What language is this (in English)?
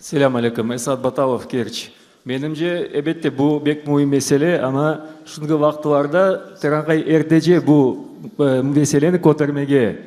Crimean Tatar